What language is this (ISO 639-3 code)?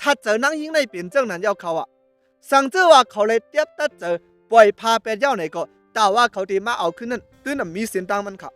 shn